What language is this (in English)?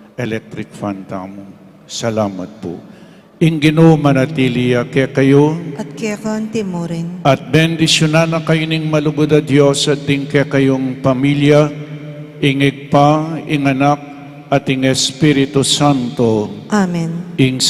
Pampanga